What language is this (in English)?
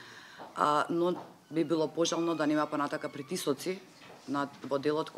Macedonian